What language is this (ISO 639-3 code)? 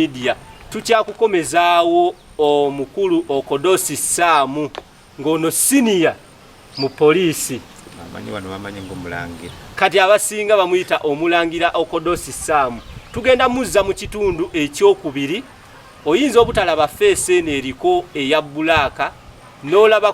lug